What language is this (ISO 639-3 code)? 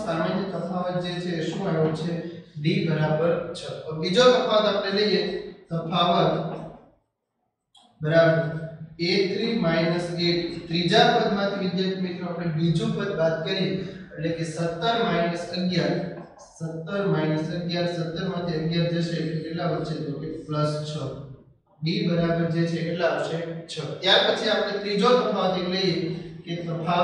guj